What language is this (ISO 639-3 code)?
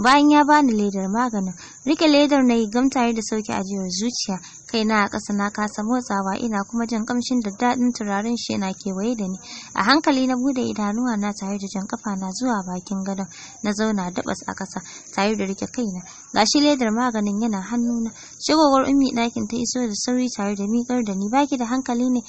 hau